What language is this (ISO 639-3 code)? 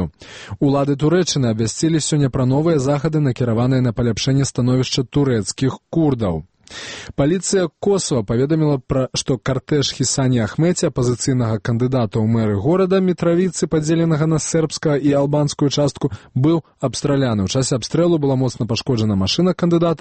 bel